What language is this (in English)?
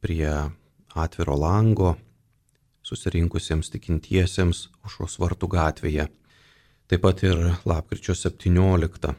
Lithuanian